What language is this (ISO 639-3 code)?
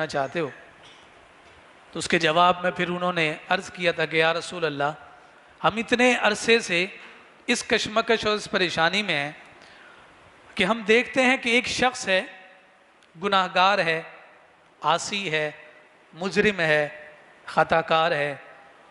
urd